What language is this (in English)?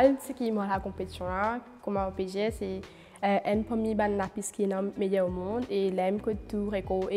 Morisyen